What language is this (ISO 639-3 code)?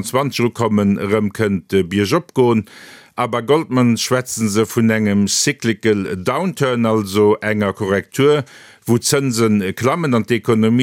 ltz